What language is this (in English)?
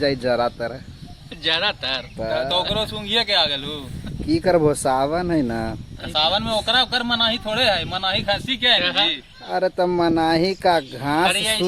Magahi